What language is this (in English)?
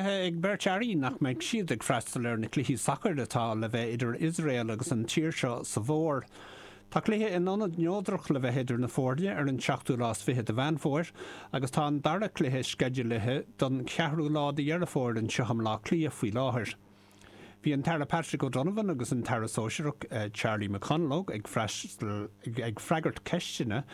Irish